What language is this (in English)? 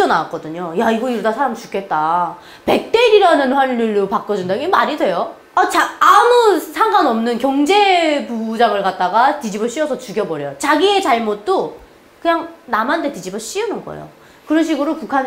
Korean